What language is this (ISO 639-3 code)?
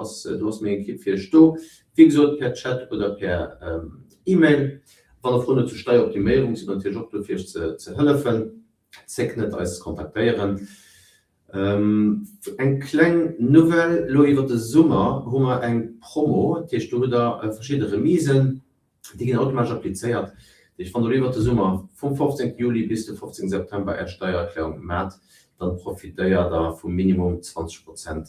ltz